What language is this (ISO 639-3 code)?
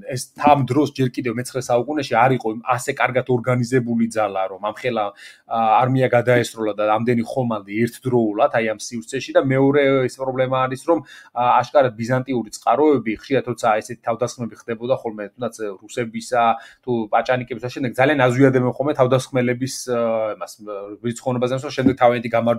kat